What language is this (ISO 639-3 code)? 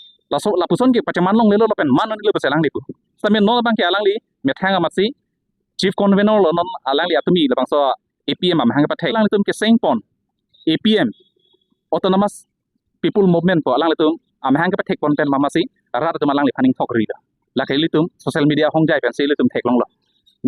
mjw